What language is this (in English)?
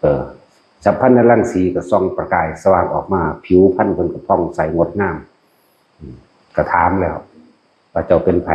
Northeastern Thai